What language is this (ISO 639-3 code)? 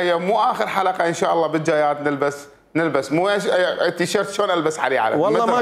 acm